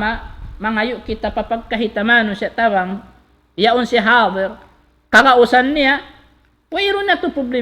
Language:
Tausug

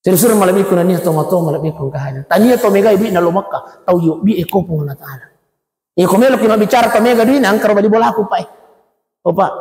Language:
Buginese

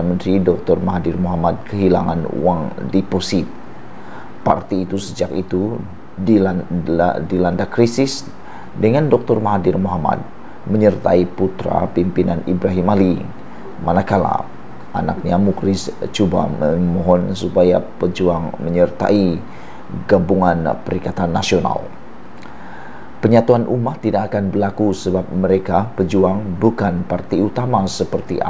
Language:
Malay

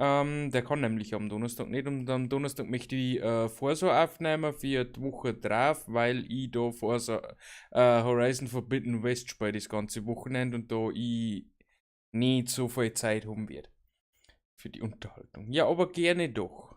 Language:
Bavarian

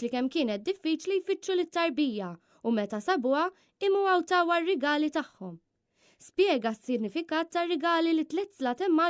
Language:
Maltese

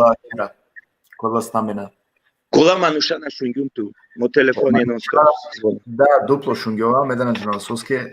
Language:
Balkan Romani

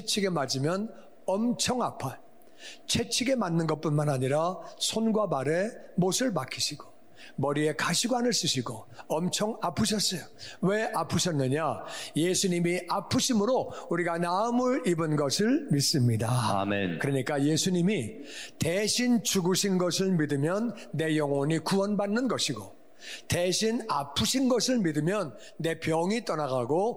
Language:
Korean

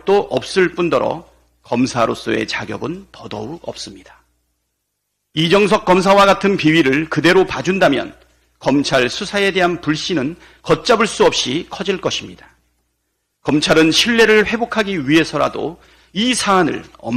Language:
Korean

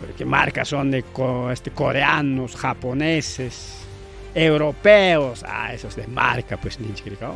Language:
Ayacucho Quechua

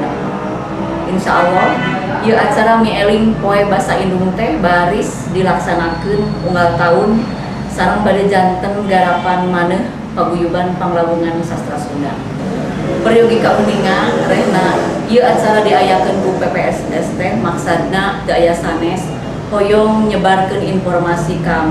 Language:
Sundanese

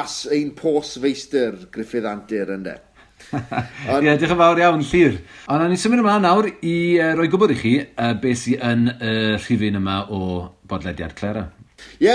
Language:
Welsh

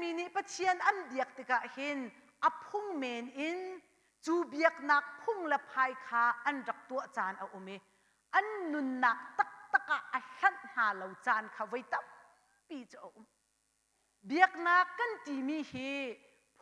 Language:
Hakha Chin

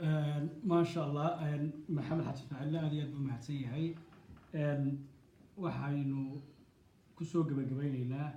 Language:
Somali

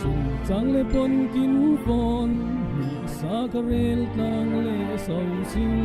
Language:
Falam Chin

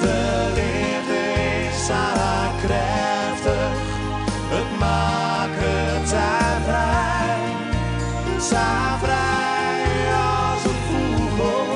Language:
Western Frisian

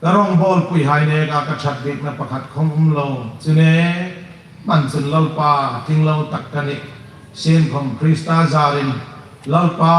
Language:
Hmar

